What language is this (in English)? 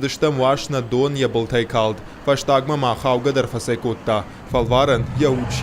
Ossetic